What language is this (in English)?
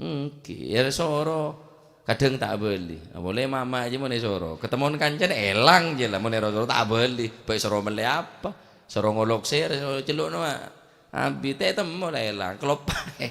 Madurese